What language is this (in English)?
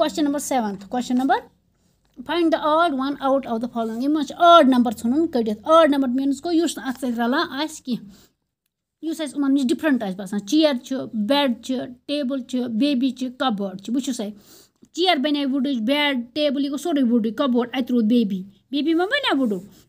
Kashmiri